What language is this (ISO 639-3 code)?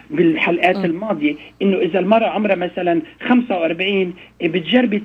apc